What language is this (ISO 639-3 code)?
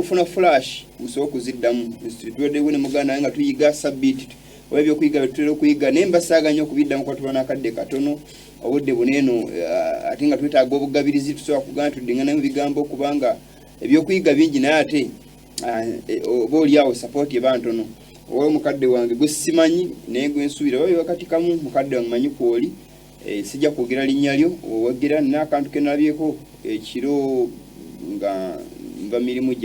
lug